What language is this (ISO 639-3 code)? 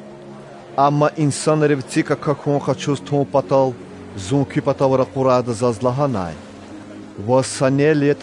lez